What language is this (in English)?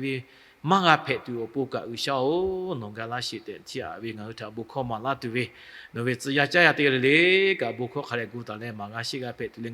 Lahu